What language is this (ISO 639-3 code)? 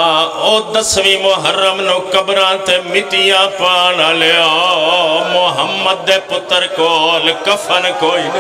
phr